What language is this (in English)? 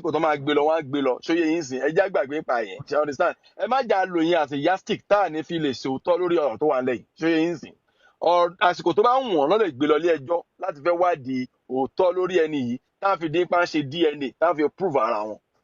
Yoruba